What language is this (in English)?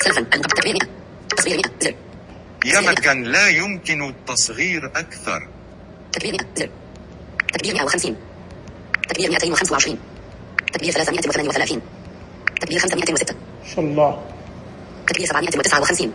Najdi Arabic